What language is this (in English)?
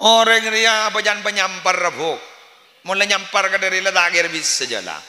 Madurese